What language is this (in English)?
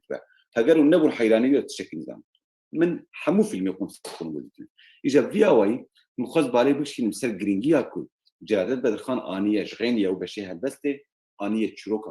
Kurdish